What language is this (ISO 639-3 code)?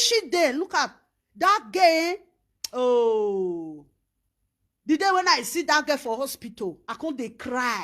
pcm